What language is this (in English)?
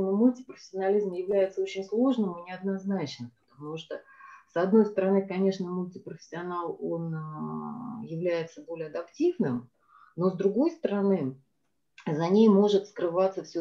Russian